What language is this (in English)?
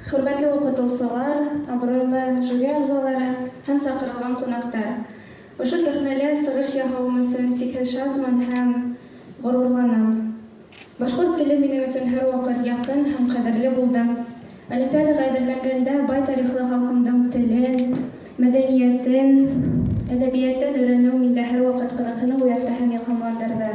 Bashkir